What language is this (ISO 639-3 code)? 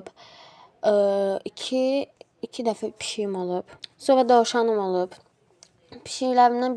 aze